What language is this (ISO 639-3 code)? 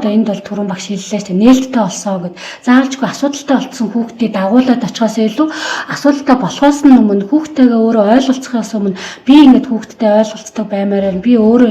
mon